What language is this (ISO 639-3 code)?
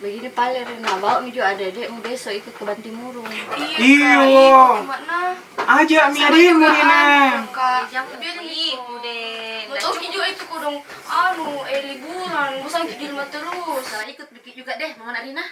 mfp